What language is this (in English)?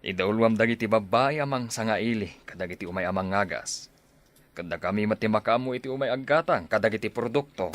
Iloko